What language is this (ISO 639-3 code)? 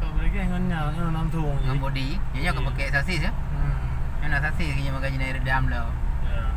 ace